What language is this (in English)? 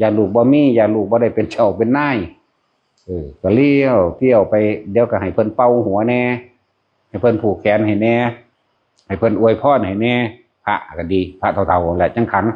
Northeastern Thai